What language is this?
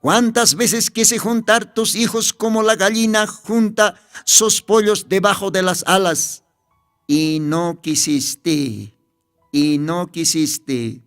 Aymara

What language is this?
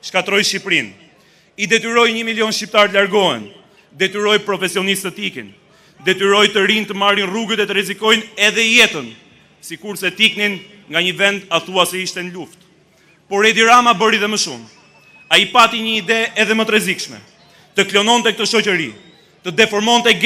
Albanian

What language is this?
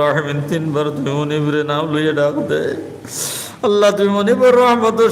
Sylheti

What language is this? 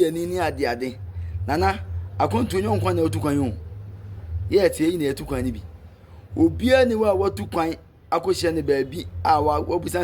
Akan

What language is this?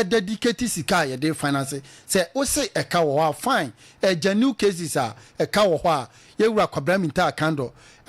Akan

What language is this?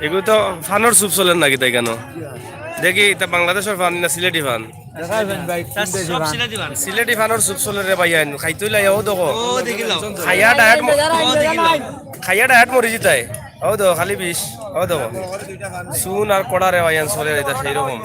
Sylheti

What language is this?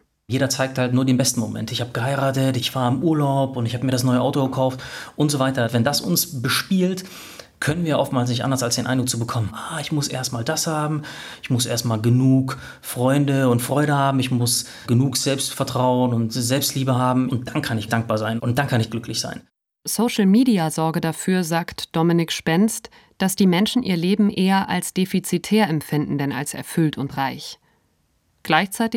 German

